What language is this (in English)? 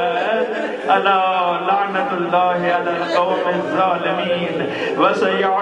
Urdu